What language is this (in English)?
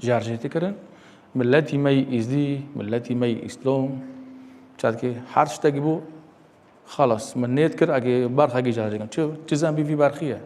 Kurdish